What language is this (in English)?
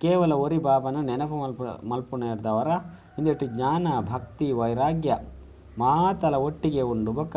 Tulu